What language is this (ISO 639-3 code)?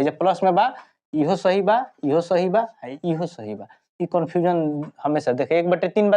bho